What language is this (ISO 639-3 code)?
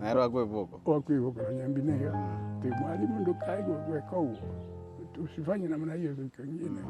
guz